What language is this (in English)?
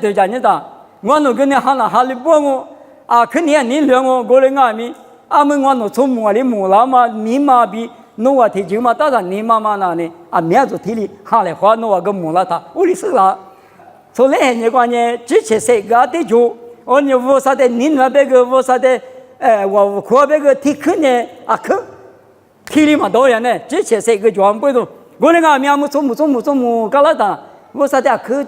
Lisu